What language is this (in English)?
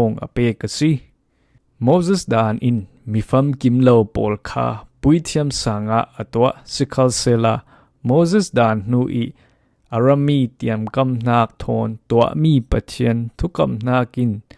Falam Chin